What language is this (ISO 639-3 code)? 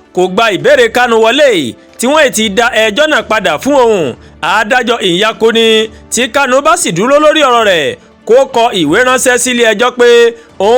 yor